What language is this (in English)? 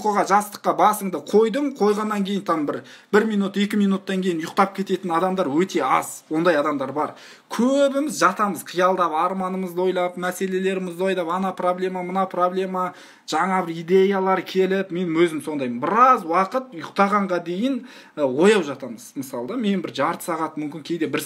Kazakh